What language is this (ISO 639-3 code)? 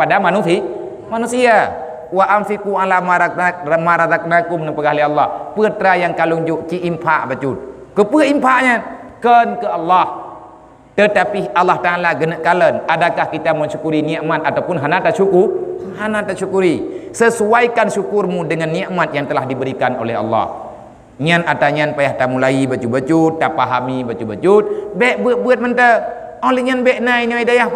ace